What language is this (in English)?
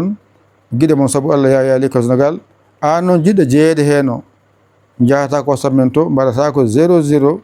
Fula